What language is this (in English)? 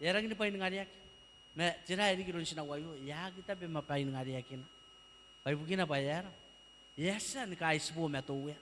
Gilbertese